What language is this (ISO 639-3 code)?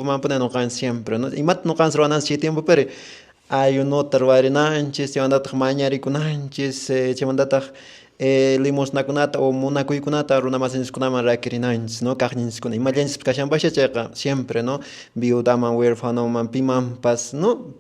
que